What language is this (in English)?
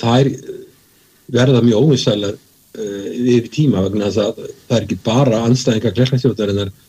Icelandic